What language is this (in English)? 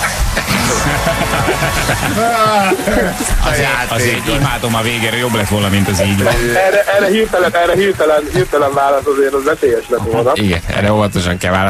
Hungarian